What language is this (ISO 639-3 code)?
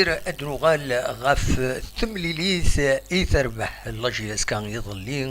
kab